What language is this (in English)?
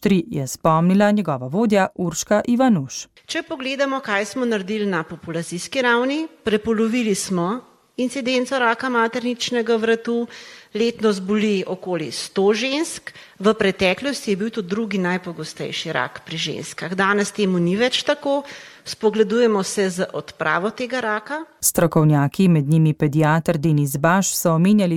Slovenian